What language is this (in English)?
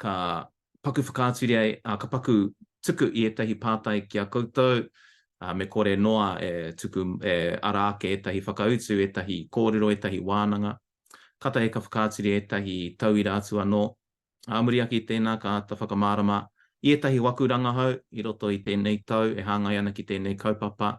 Māori